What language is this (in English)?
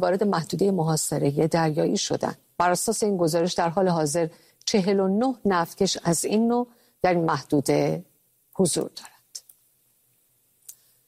Persian